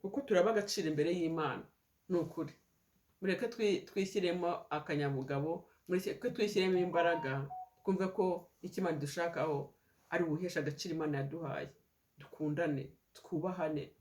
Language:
Kinyarwanda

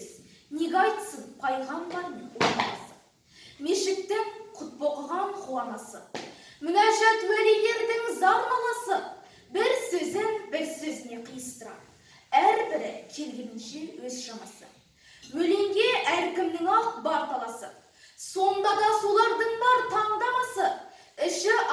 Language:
Kazakh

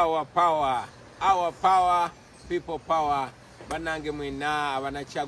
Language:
Ganda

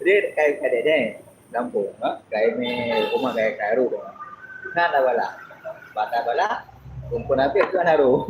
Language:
Achinese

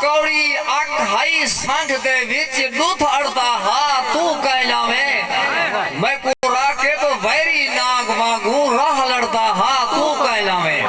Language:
Saraiki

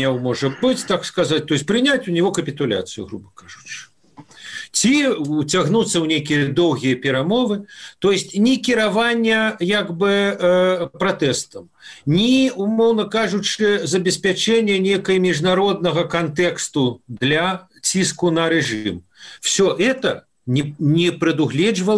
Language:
Belarusian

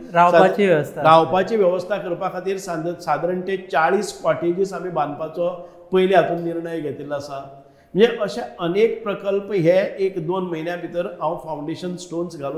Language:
Konkani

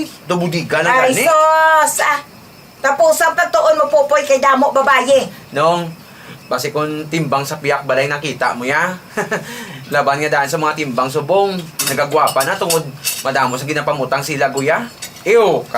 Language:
Hiligaynon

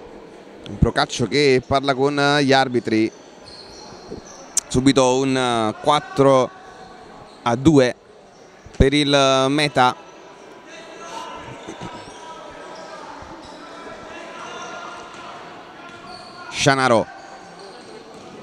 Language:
Italian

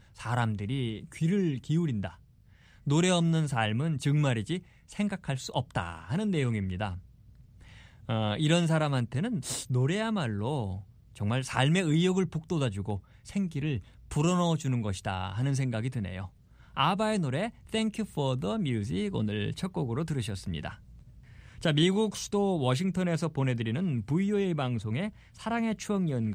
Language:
Korean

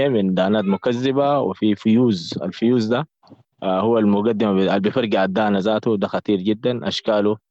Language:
Sudanese Arabic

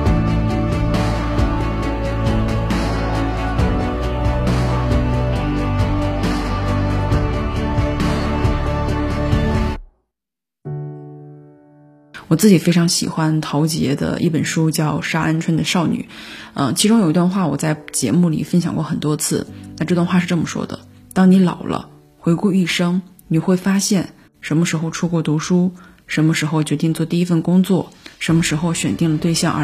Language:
Chinese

